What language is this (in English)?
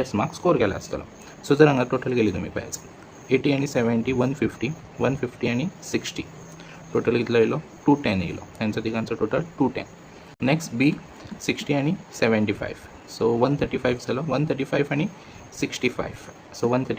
Konkani